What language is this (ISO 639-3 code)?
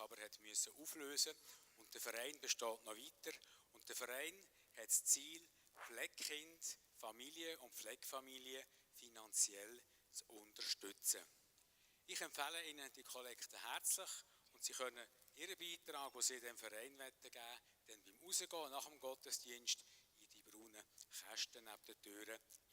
gsw